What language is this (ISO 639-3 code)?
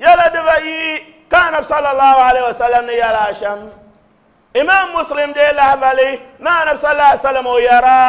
dag